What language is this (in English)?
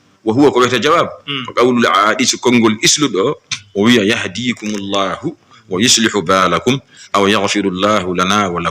Fula